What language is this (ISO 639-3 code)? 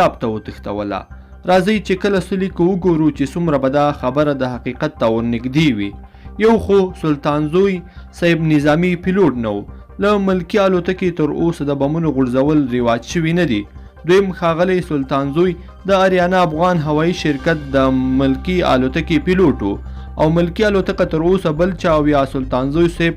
pus